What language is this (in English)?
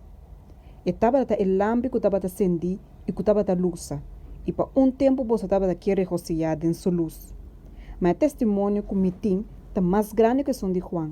Papiamento